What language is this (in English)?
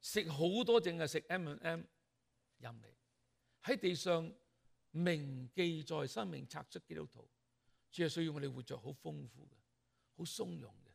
Cantonese